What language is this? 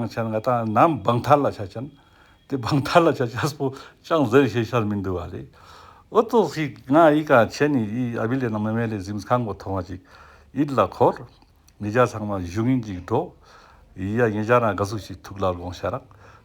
Ladakhi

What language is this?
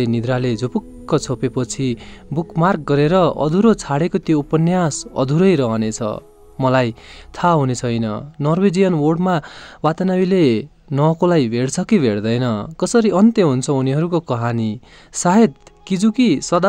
Nepali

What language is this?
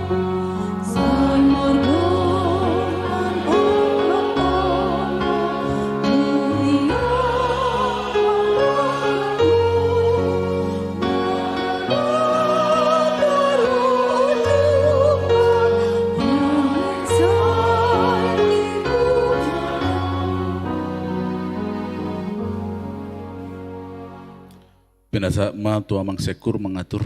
Batak Toba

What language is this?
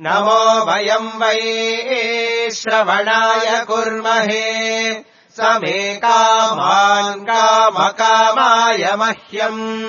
Sanskrit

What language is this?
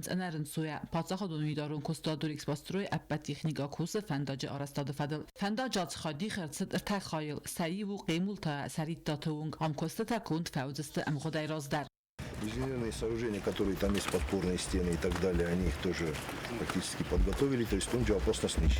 Ossetic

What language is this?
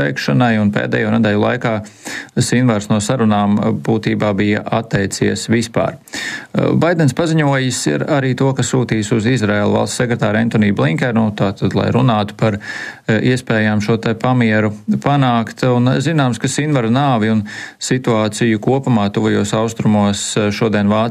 Latvian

